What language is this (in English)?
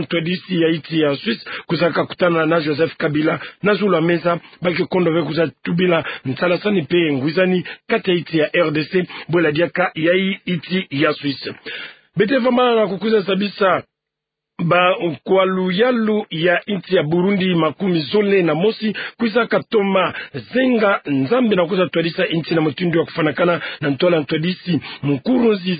Kituba (Democratic Republic of Congo)